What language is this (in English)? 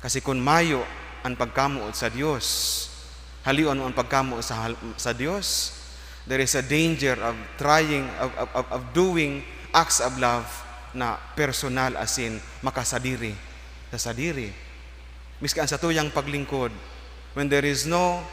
Bikol